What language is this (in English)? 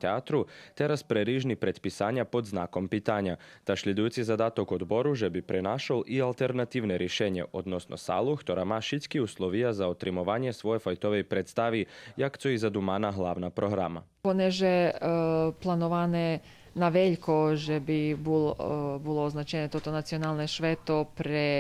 Rusyn